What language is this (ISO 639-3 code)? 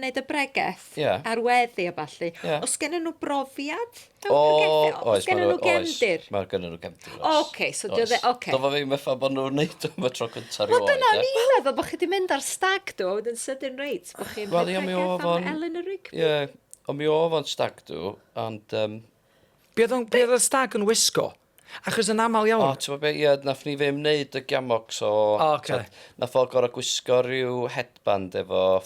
cym